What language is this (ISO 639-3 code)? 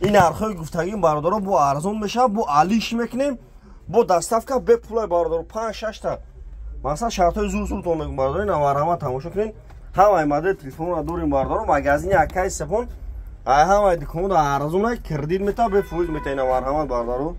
tgk